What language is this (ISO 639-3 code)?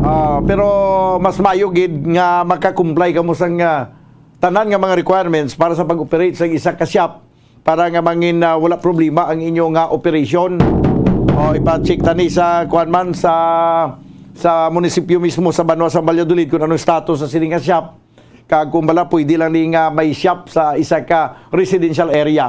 hil